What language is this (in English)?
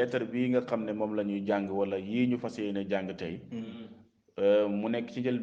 Wolof